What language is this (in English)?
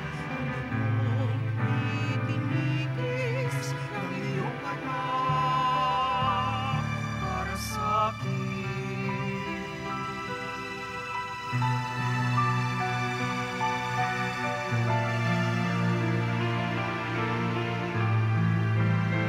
Filipino